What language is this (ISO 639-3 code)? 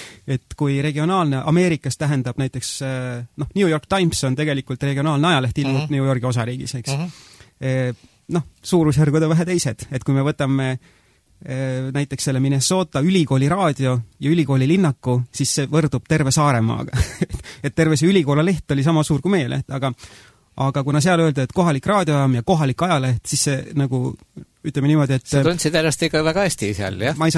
est